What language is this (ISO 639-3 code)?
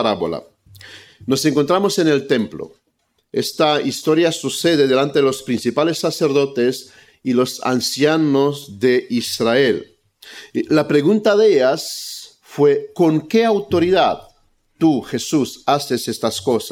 spa